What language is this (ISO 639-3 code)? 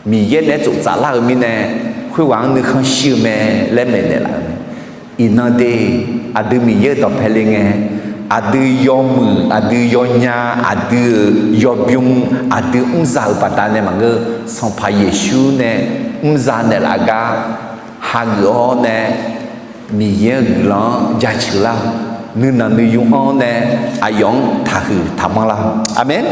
ahk